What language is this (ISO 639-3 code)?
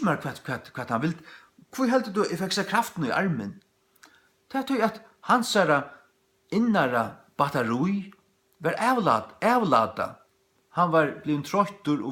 fao